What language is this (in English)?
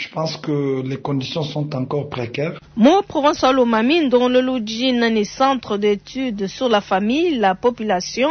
Luba-Lulua